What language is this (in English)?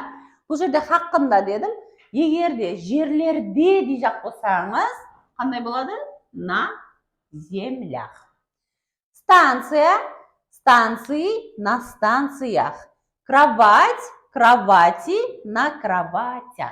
Kara-Kalpak